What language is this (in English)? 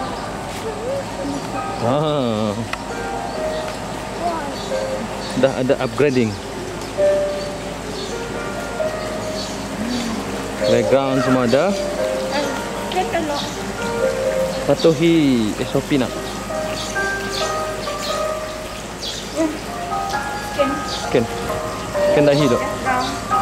Malay